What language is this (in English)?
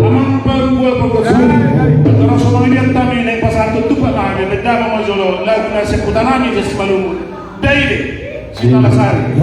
Batak Toba